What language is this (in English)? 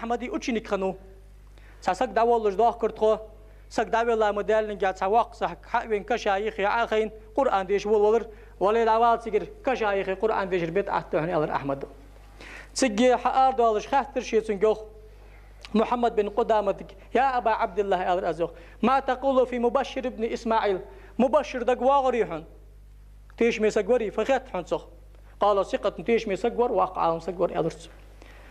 Ingush